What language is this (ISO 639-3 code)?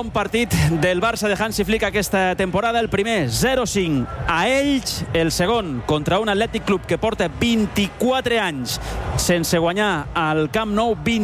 cat